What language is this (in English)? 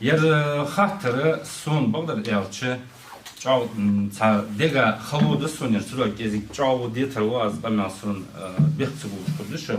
Ingush